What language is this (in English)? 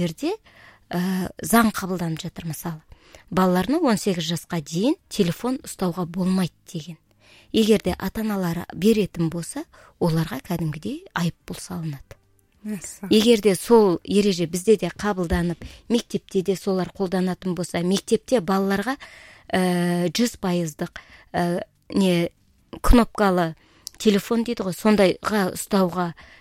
Kazakh